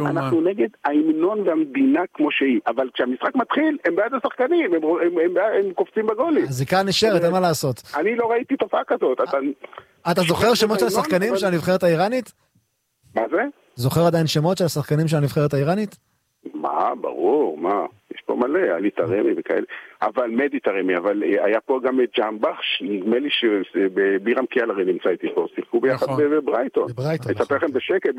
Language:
Hebrew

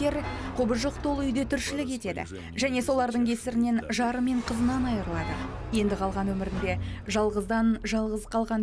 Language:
Kazakh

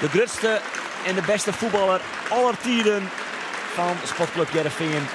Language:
Western Frisian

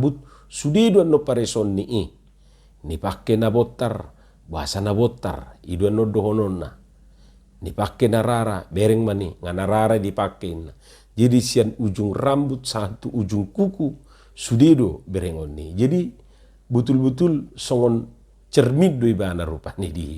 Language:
Batak Toba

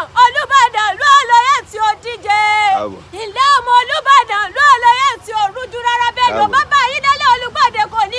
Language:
Yoruba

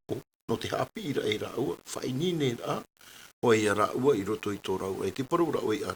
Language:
Tahitian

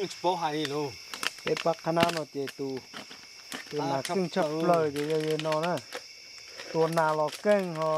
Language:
Hmong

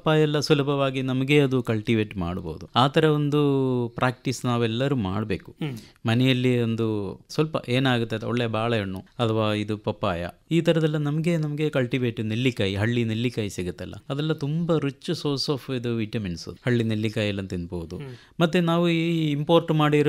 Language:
Kannada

